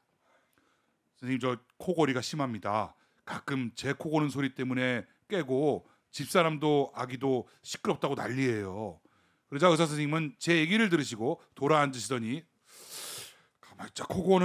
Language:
Korean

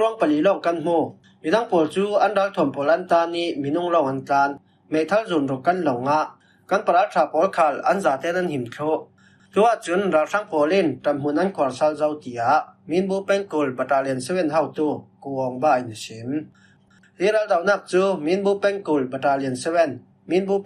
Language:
Falam Chin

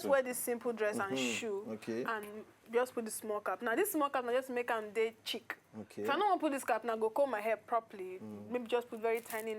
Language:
Nigerian Pidgin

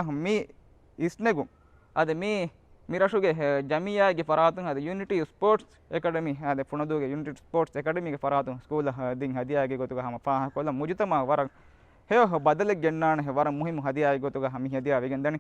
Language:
Divehi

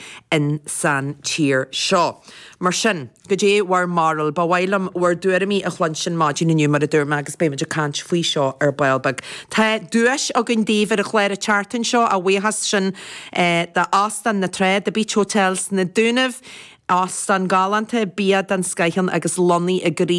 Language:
Irish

